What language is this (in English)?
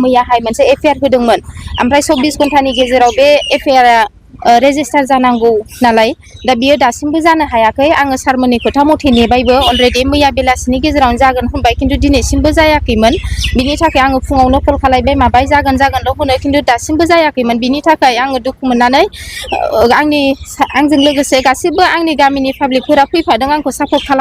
Bodo